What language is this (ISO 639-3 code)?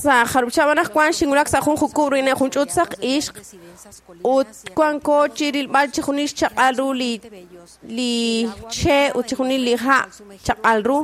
kek